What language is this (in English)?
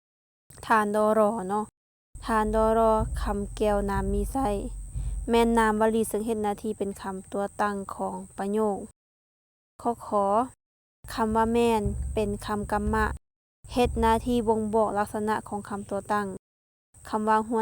Lao